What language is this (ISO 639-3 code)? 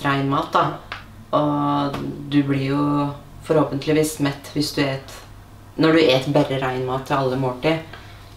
nor